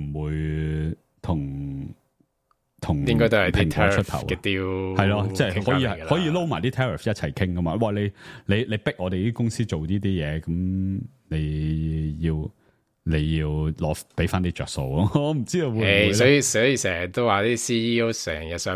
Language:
Cantonese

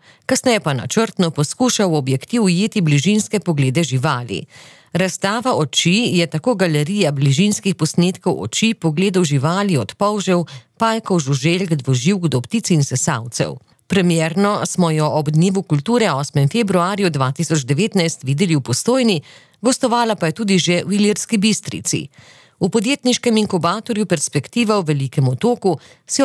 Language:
Slovenian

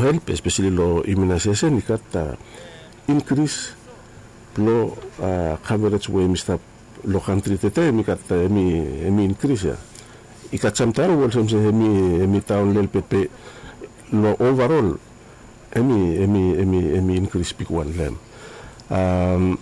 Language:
Bislama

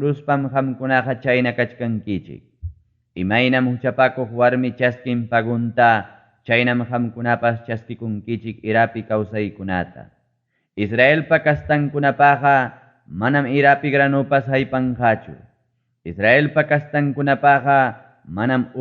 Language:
Ayacucho Quechua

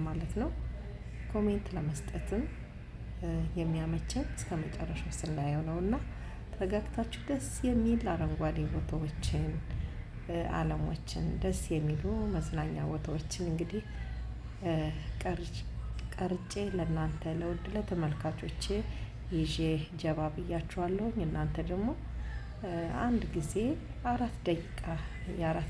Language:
Amharic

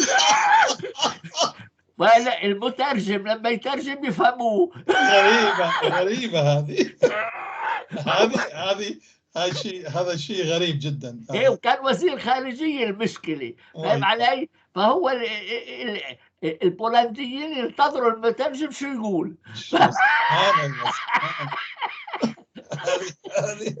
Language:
North Levantine Arabic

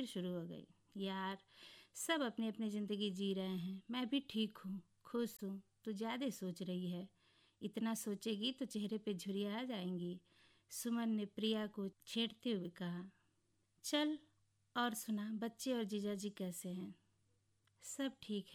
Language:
Hindi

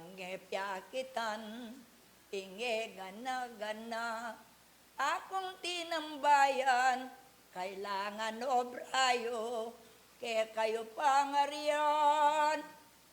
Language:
Pampanga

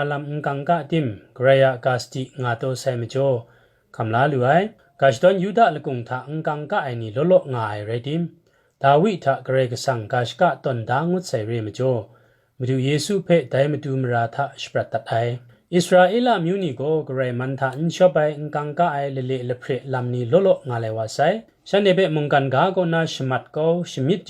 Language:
Kachin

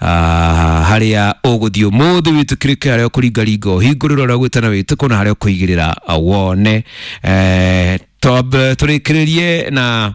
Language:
Kikuyu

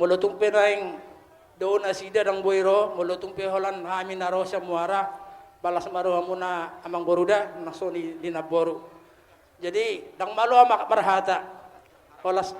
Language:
Batak Toba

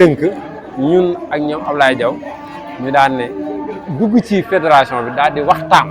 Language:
Wolof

